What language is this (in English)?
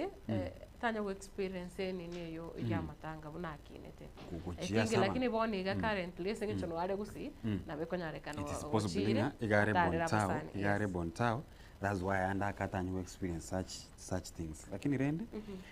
Gusii